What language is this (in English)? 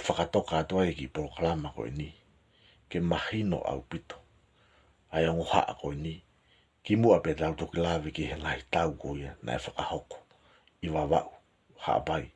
Tongan